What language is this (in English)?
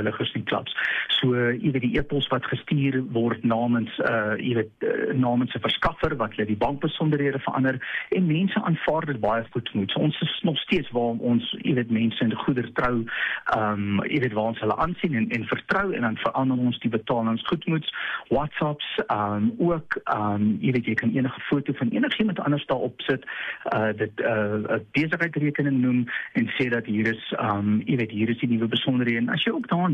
Afrikaans